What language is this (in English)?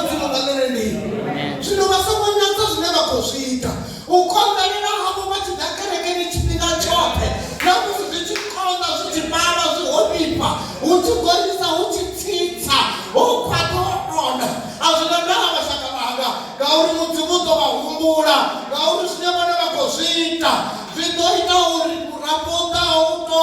Venda